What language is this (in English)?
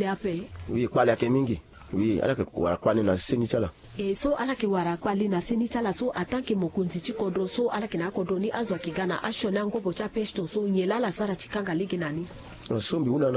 Sango